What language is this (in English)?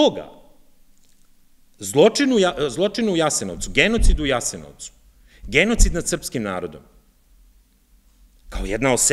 Serbian